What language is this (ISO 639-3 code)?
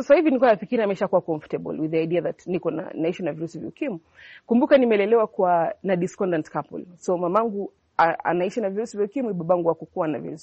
swa